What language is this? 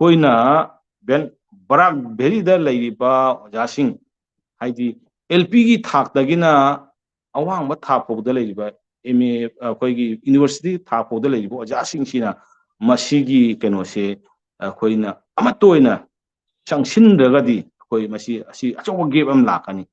Manipuri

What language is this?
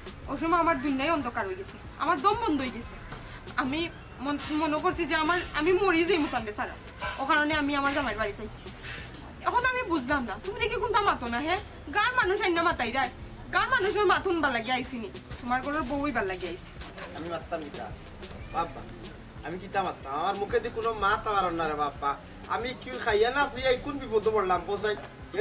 Sylheti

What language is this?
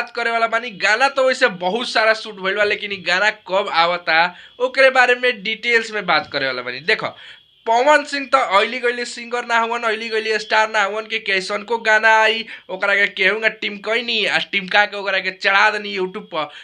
Bhojpuri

